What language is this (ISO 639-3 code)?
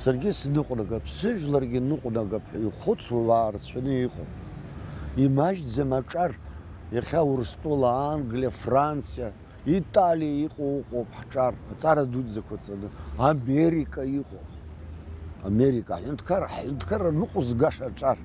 abk